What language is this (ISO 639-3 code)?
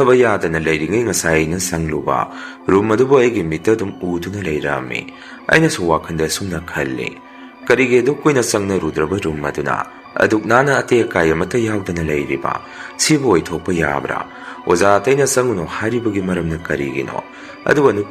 mni